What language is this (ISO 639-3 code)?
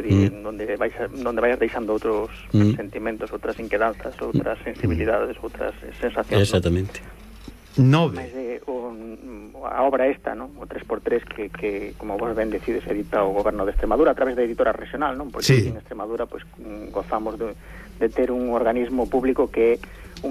glg